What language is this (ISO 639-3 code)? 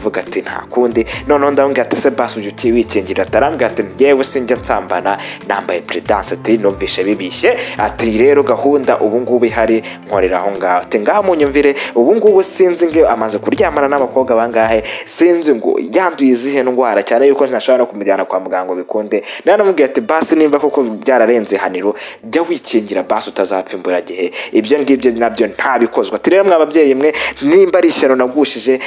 kin